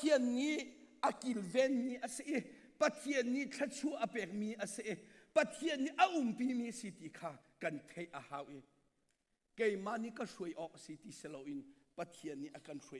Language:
Hakha Chin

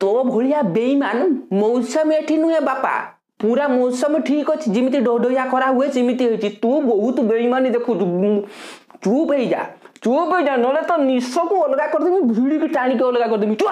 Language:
Odia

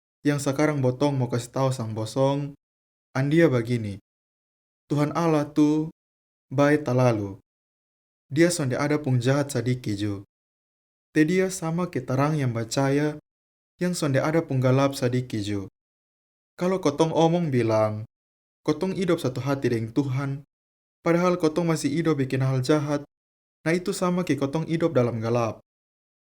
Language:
Kupang Malay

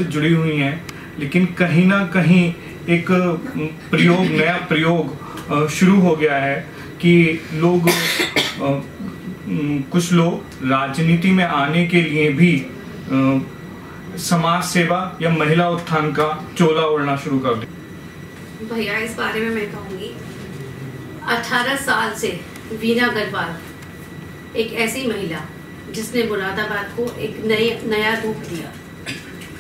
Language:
Hindi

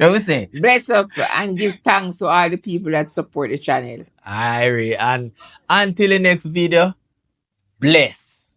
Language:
Jamaican Creole English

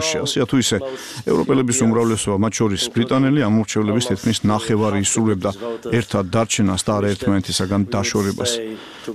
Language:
Georgian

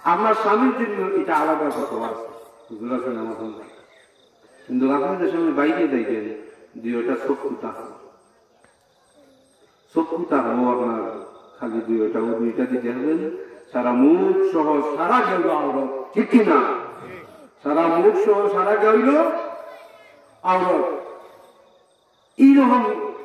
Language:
Bangla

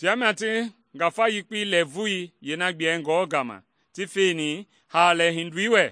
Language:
Mende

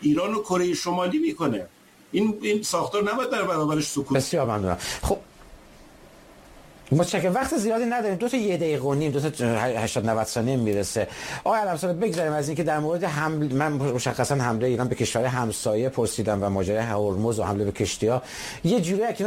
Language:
Persian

